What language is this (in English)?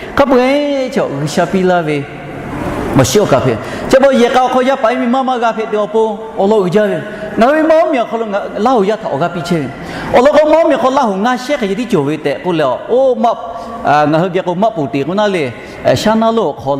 Lahu